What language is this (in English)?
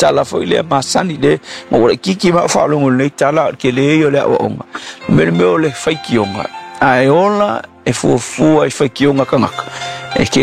Samoan